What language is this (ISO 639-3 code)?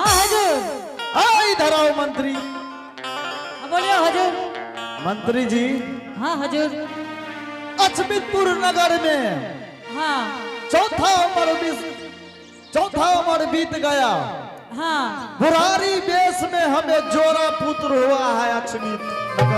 anp